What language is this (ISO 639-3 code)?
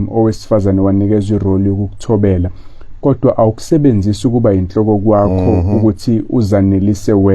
zul